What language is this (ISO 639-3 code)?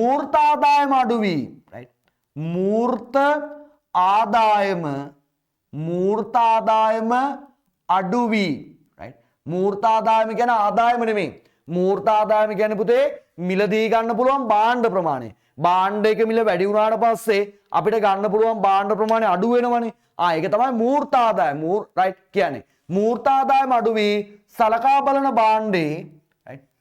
sin